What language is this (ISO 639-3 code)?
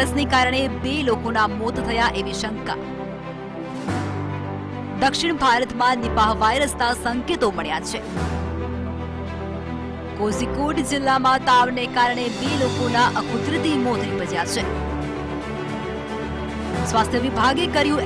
guj